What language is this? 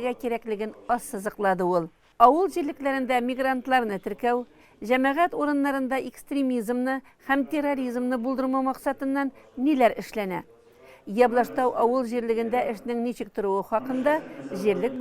Tatar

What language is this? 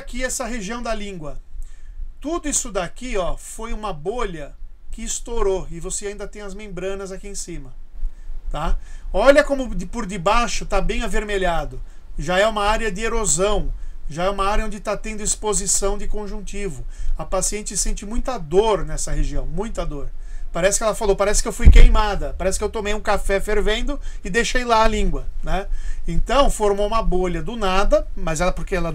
Portuguese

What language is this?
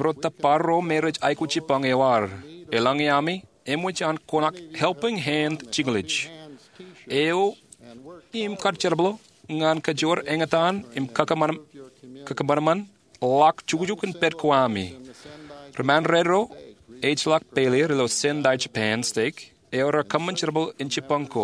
Marshallese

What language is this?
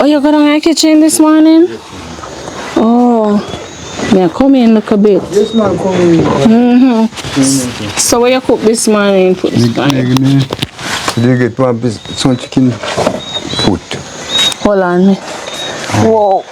Jamaican Creole English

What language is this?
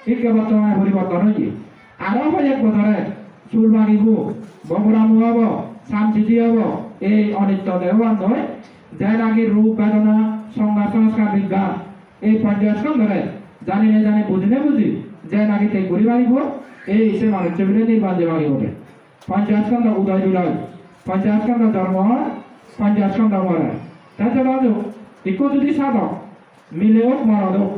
Chakma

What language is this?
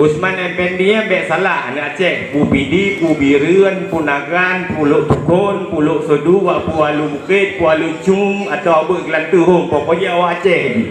Achinese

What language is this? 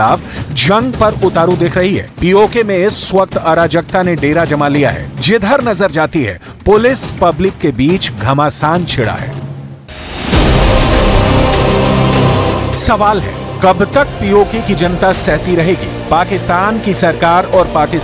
Hindi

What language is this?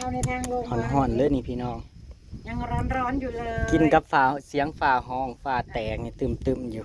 Northeastern Thai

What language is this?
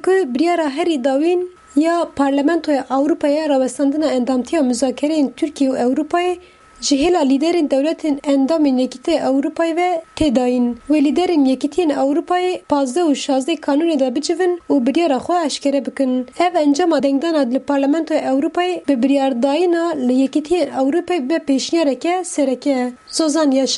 Kurdish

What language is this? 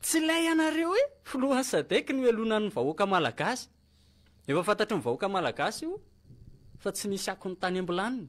Malagasy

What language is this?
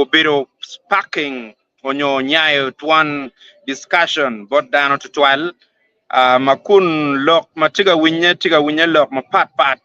Acoli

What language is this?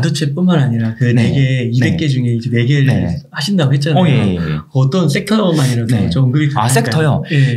Korean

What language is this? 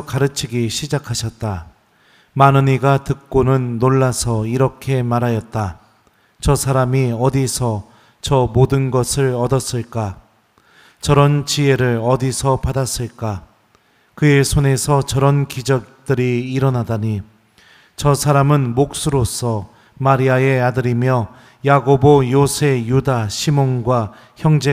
Korean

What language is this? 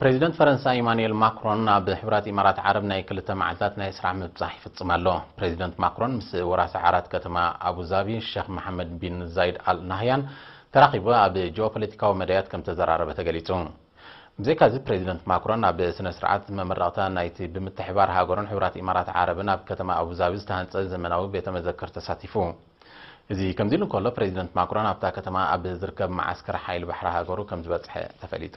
Tigrinya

